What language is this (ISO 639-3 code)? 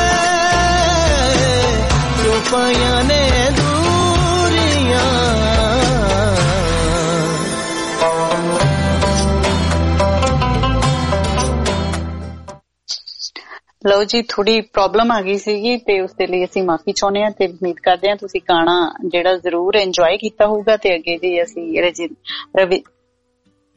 pan